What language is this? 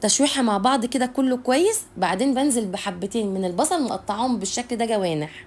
Egyptian Arabic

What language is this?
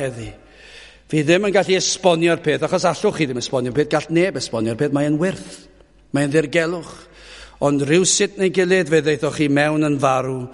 Welsh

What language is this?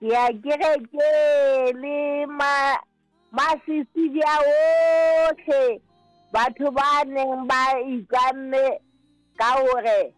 Southern Sotho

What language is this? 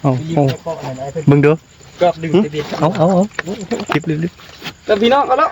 Northeastern Thai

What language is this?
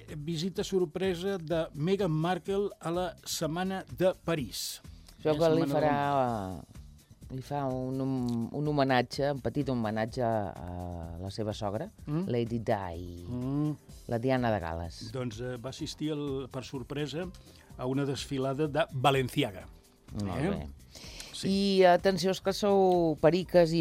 Catalan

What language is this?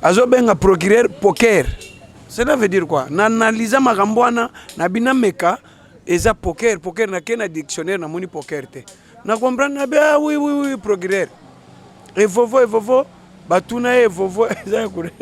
Lingala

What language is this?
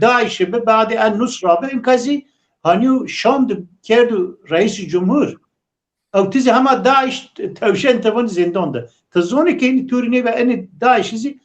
Zaza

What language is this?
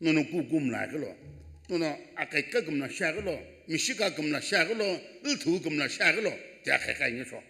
Sumi Naga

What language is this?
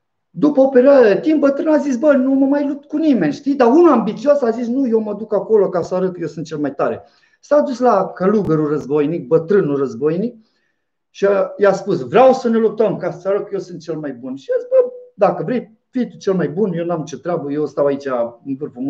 Romanian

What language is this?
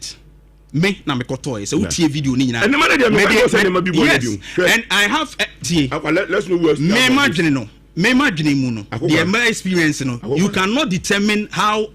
Akan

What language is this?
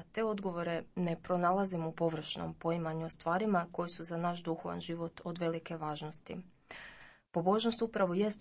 Croatian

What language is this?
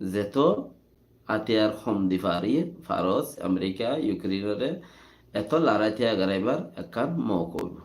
Rohingya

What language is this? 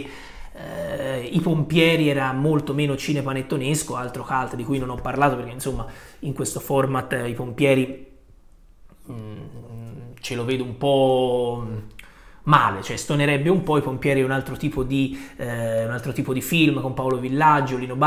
Italian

